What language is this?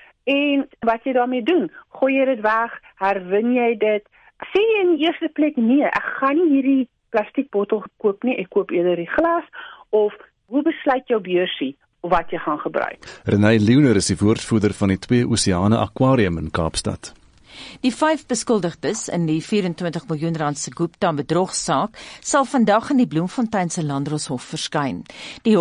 Afrikaans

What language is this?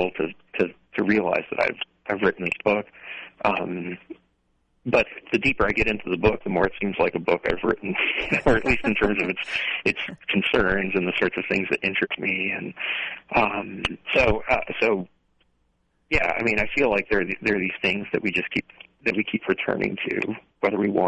English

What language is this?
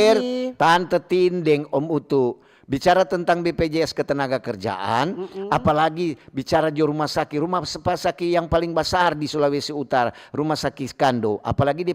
Manado Malay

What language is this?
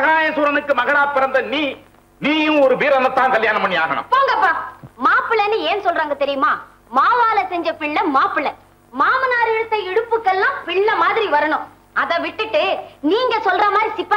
Tamil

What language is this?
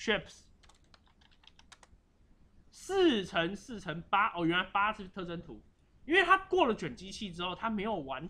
Chinese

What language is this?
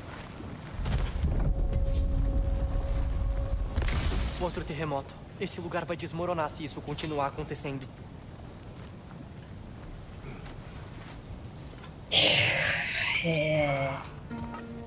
Portuguese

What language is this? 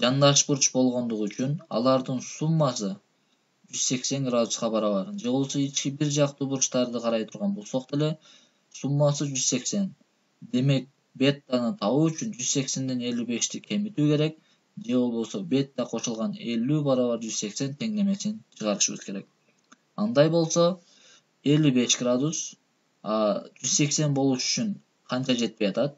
Kyrgyz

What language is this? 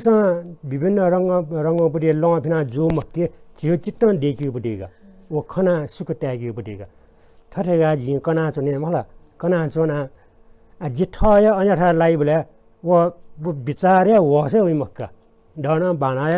Newari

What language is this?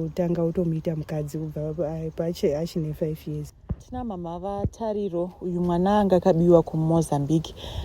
Shona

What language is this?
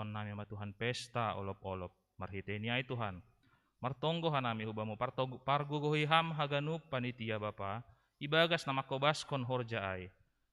Batak Simalungun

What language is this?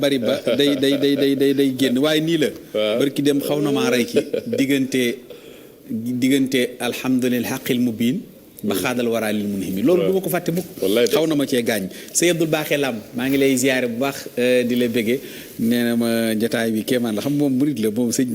Wolof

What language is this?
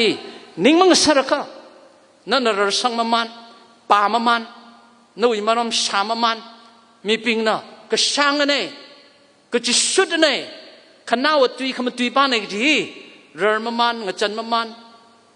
Tangkhul Naga (India)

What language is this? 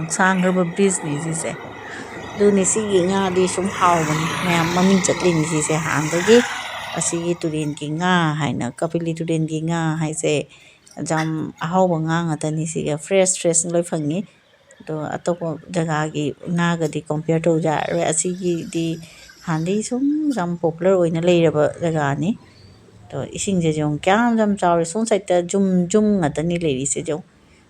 Manipuri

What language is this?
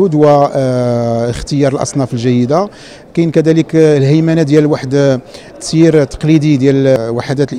Moroccan Arabic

